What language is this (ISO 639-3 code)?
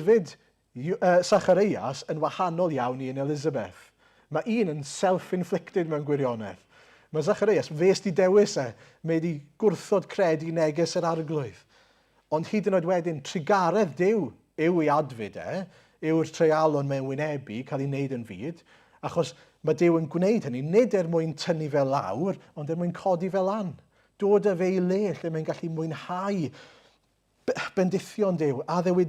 cym